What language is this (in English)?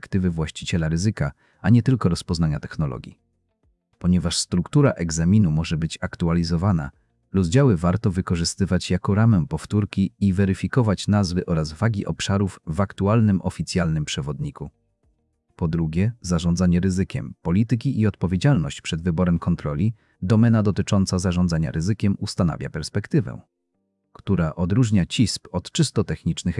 Polish